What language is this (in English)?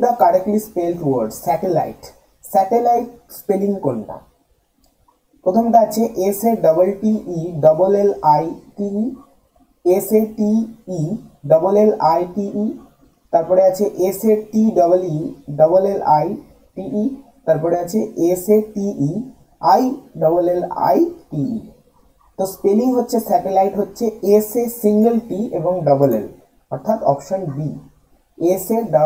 Bangla